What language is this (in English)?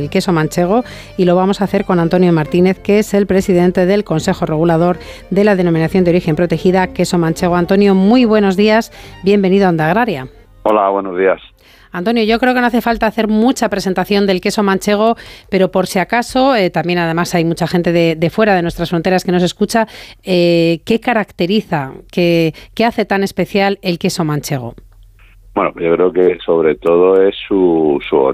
Spanish